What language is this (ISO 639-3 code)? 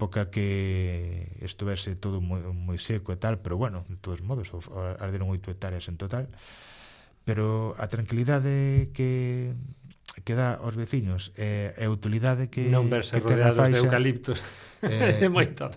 glg